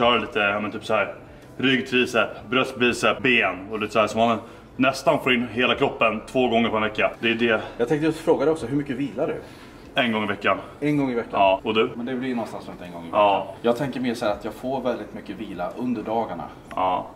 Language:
Swedish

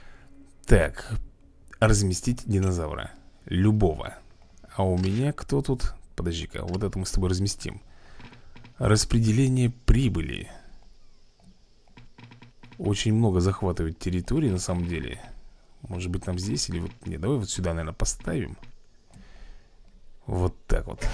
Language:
Russian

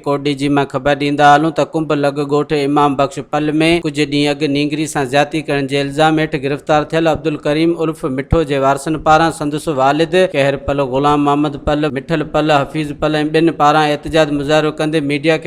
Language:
Sindhi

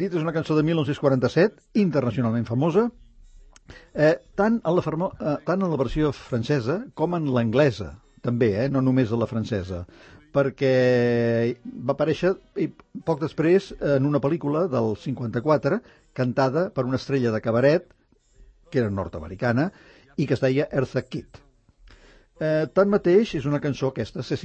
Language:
Catalan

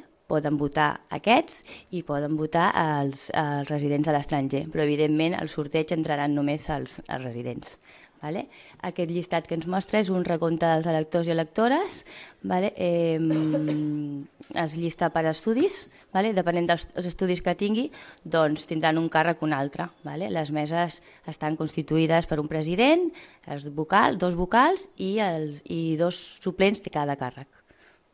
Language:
Catalan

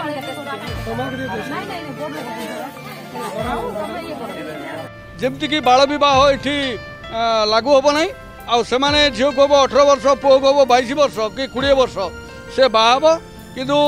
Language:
Odia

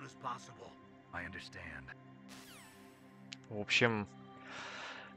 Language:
Russian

